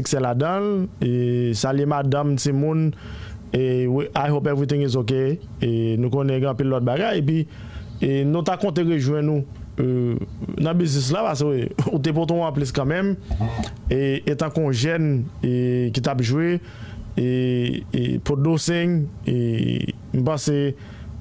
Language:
Haitian Creole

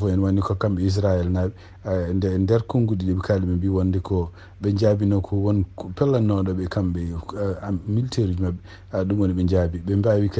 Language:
Fula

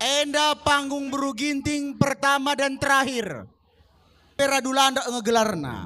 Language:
Batak Karo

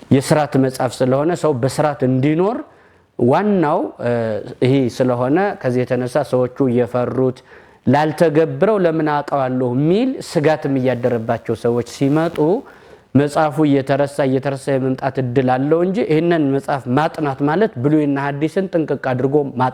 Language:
Amharic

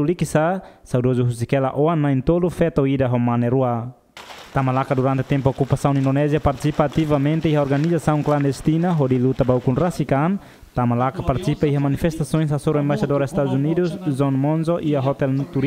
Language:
Tetum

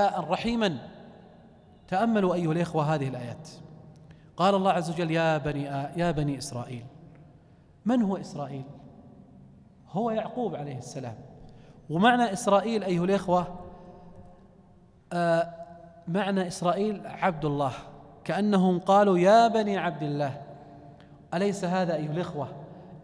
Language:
Arabic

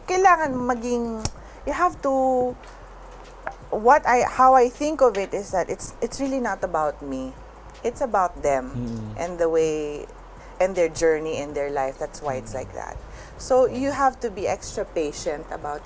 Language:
Filipino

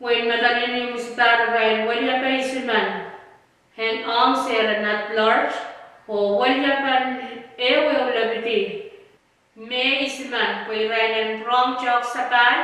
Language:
Pohnpeian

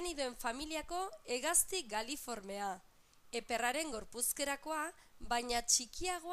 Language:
Basque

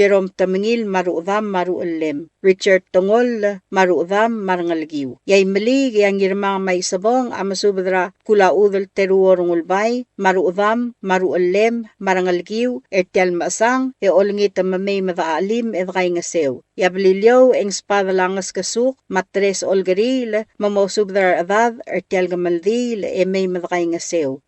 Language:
Palauan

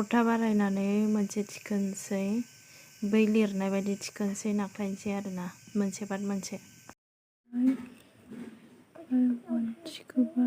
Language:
Bodo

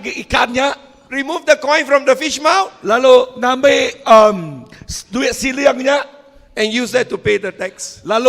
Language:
Iban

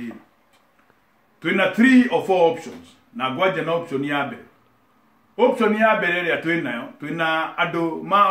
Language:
Kikuyu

